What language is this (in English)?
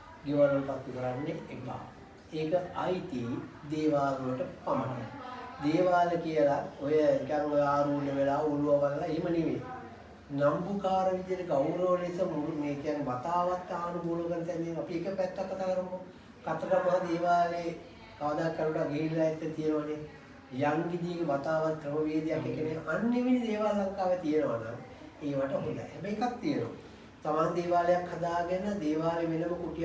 Sinhala